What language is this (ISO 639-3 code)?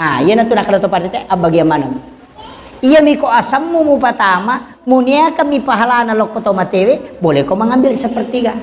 bug